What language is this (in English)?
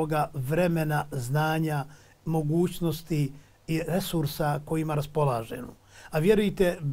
Bosnian